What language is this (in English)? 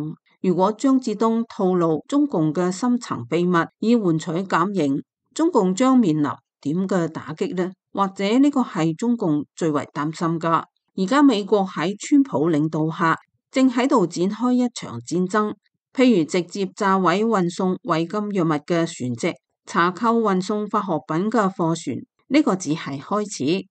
Cantonese